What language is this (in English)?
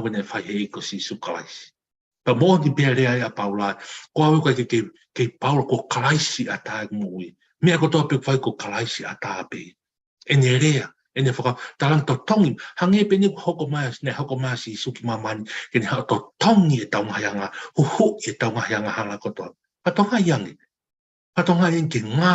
Tongan